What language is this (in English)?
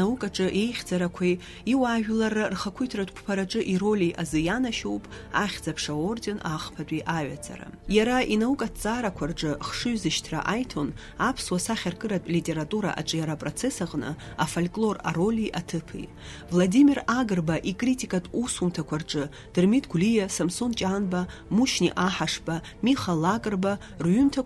Abkhazian